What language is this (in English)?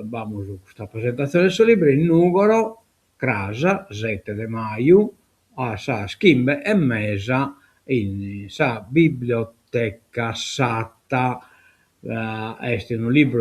Sardinian